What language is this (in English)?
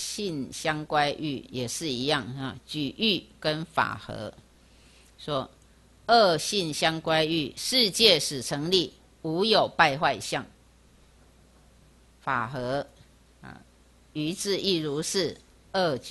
Chinese